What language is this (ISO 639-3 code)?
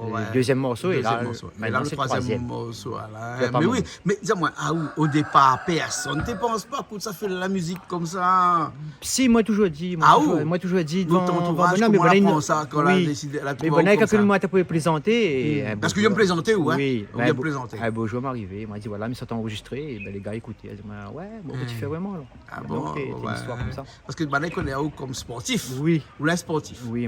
rcf